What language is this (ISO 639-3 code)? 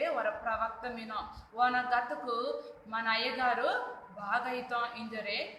kff